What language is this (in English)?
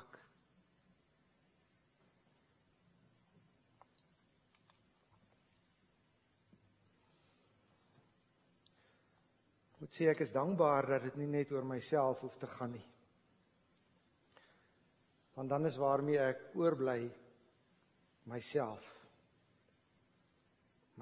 Afrikaans